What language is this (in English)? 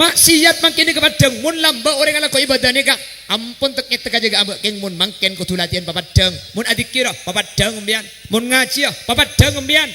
Madurese